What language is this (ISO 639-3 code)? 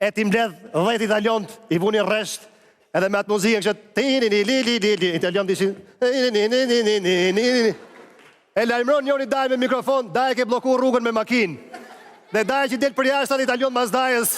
sqi